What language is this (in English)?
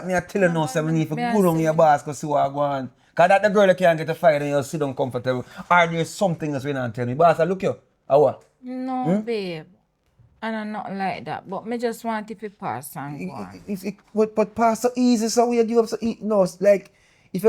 Jamaican Creole English